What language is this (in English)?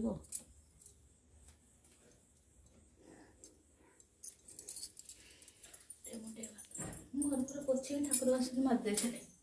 Odia